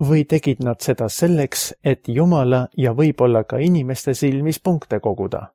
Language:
Estonian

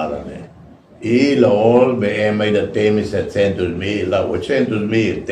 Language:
Tetum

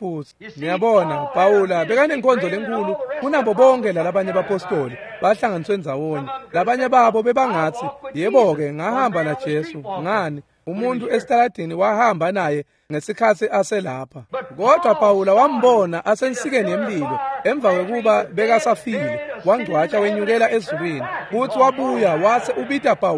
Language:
Swati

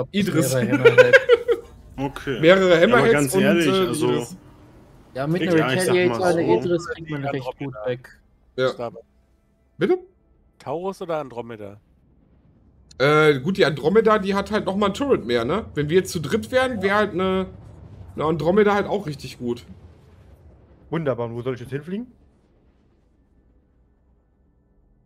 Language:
German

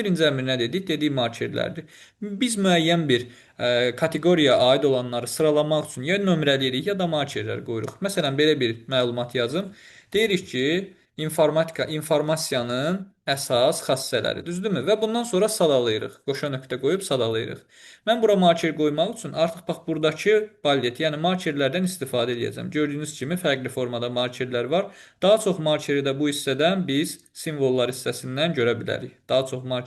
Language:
Azerbaijani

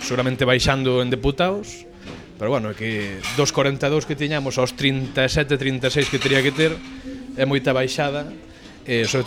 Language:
Galician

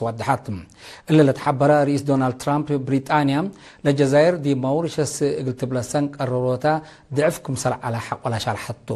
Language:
Tigre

